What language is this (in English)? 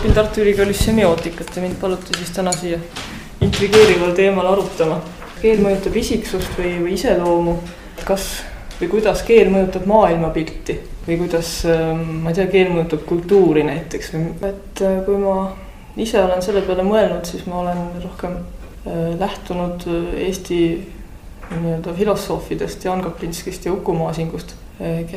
Estonian